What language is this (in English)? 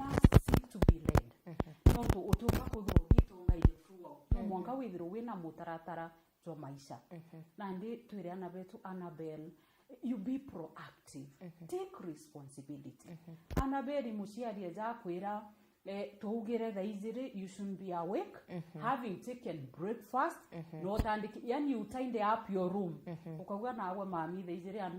Meru